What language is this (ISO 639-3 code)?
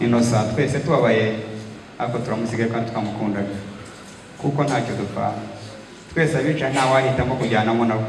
kin